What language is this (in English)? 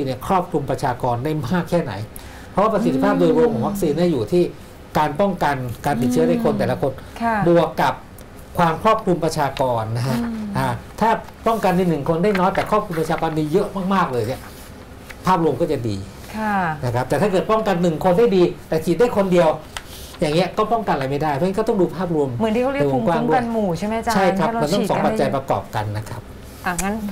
Thai